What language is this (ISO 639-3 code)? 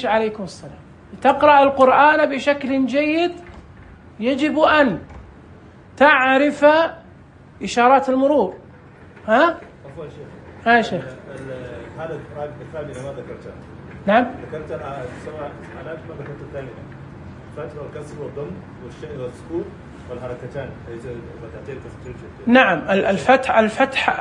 ars